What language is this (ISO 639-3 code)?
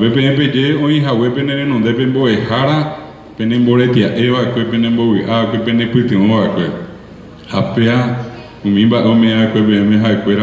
grn